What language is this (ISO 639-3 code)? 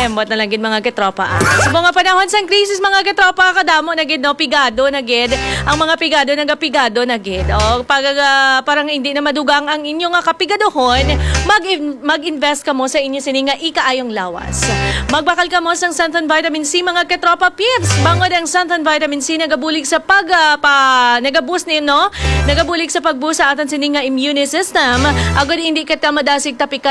hil